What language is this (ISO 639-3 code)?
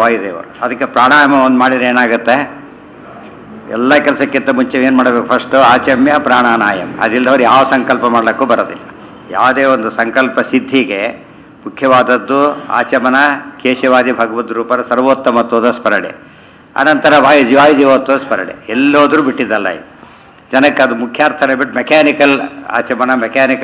kan